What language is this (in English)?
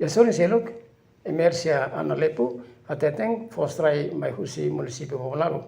Tetum